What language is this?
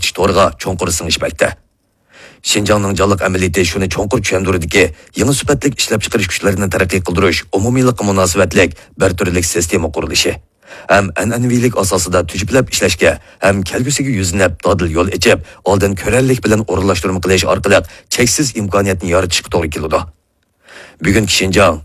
Uyghur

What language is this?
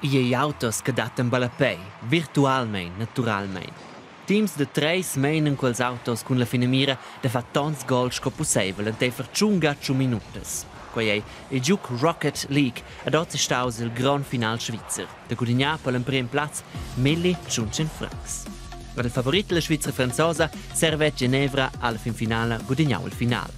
Romansh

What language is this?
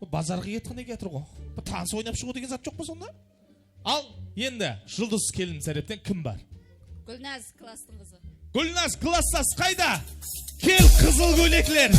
Kara-Kalpak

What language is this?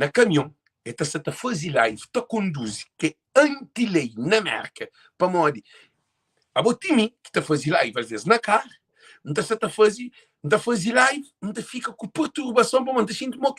Kabuverdianu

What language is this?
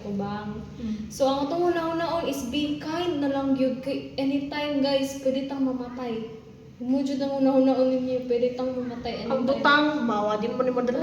Cebuano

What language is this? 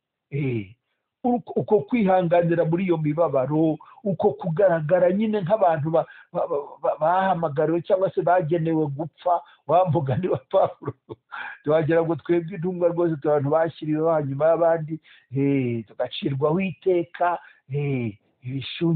Kinyarwanda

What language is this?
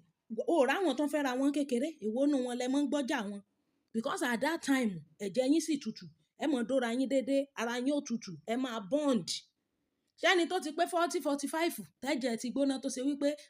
Yoruba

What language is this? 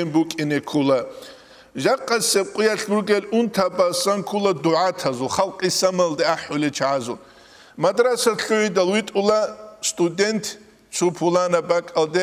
Avaric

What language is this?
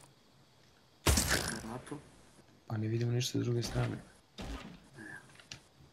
Serbian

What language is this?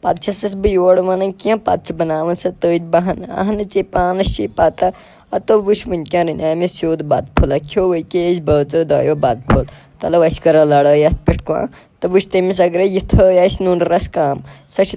Kashmiri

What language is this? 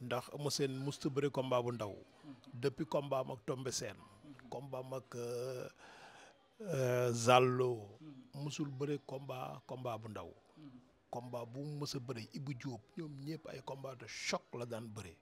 Wolof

